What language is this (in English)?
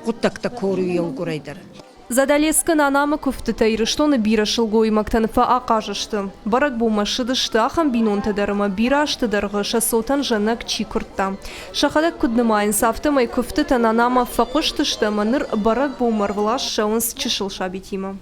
Ossetic